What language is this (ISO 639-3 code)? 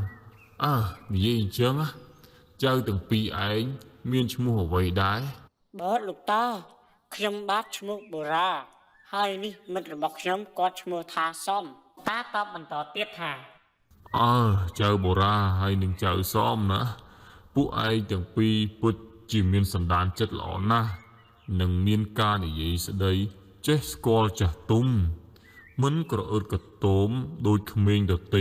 khm